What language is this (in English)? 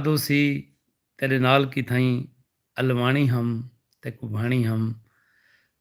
Saraiki